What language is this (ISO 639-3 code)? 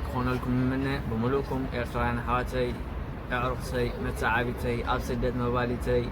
tir